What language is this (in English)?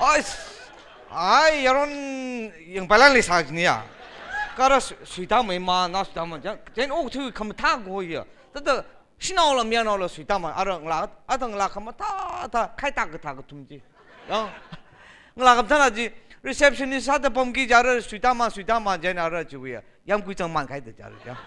Tangkhul Naga (India)